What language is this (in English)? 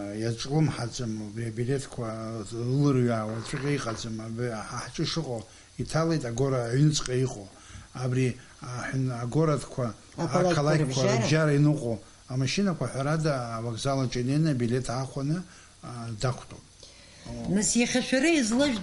Abkhazian